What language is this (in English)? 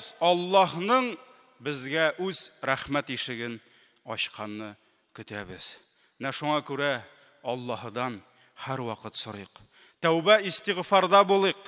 Tatar